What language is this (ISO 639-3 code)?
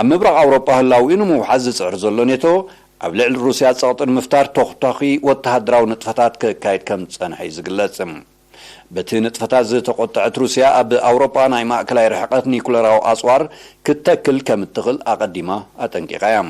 tir